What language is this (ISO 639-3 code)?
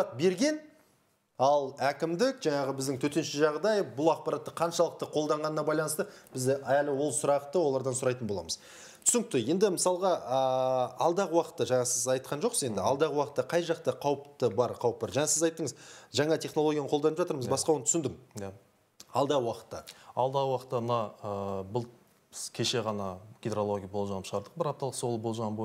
kaz